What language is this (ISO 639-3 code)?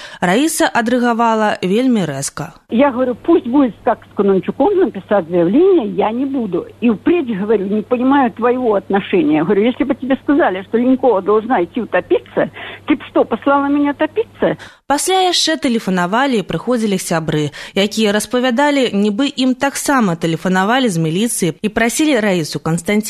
bel